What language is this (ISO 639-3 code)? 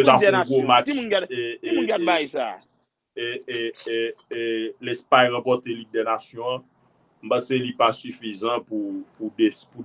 hat